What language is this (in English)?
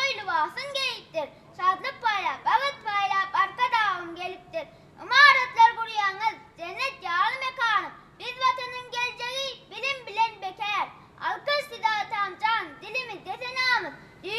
Turkmen